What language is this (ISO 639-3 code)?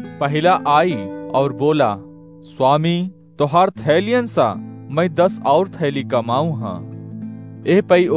awa